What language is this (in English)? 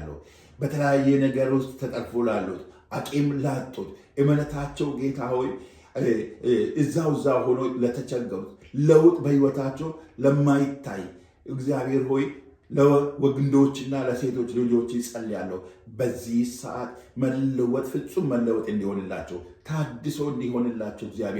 Amharic